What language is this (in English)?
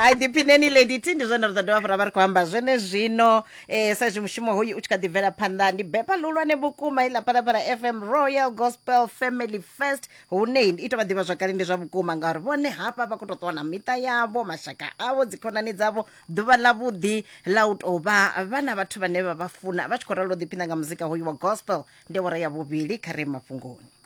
Venda